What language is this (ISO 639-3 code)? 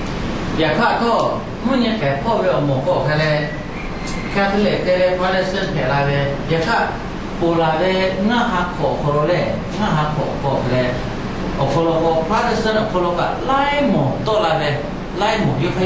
lhu